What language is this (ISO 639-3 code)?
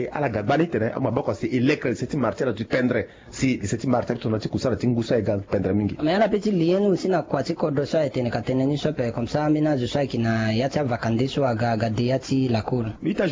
sag